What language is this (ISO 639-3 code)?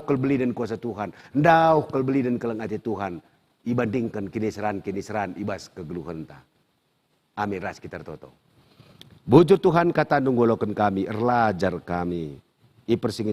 btx